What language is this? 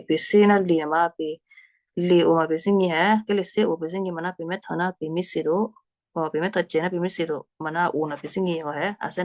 Western Kayah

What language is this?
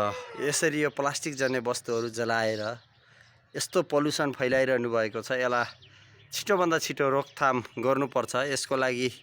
Nepali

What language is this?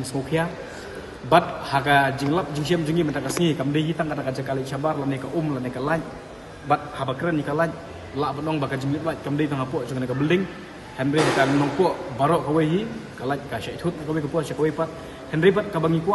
Khasi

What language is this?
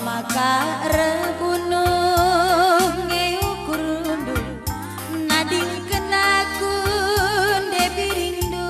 Batak Karo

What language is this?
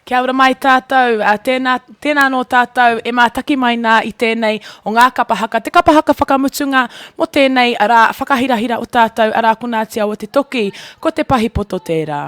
Māori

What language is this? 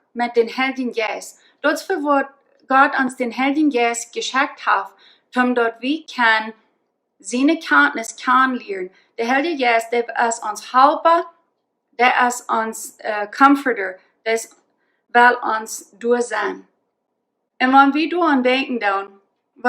Plautdietsch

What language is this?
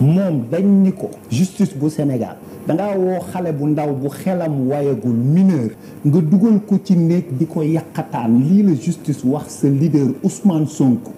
Wolof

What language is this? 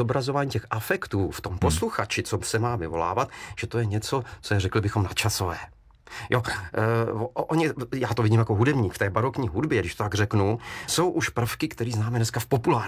Czech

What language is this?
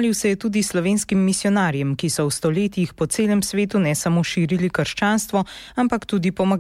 Slovenian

